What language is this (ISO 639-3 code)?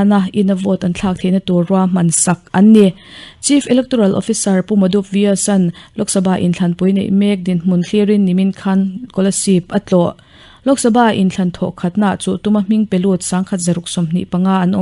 lus